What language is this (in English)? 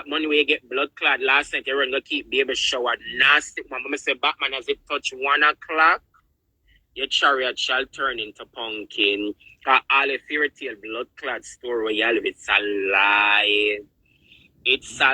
Jamaican Creole English